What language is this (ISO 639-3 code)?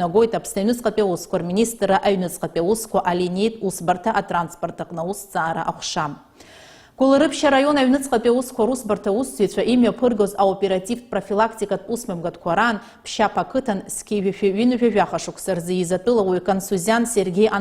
abk